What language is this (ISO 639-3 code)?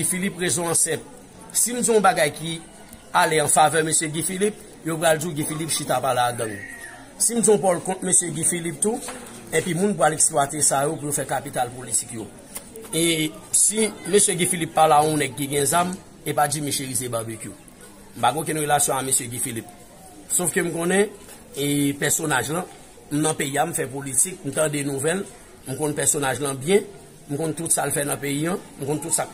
hat